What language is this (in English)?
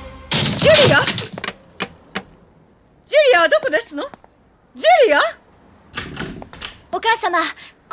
Japanese